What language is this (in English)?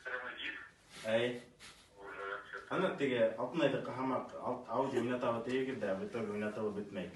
Bashkir